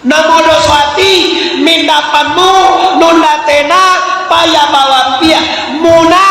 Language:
Minangkabau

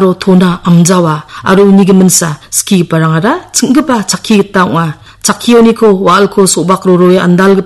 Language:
Garo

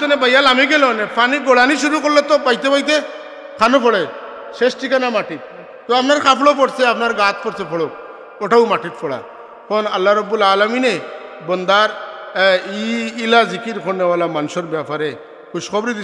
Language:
Sylheti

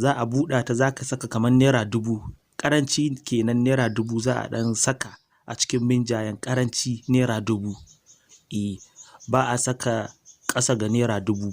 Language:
Hausa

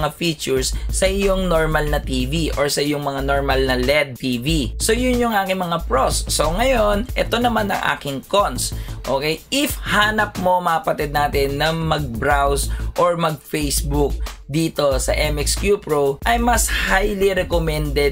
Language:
Filipino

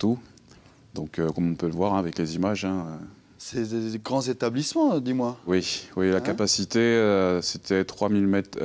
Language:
French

